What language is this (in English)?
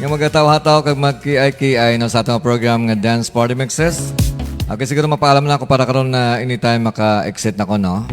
Hiligaynon